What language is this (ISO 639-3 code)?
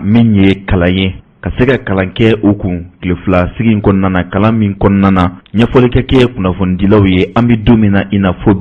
bam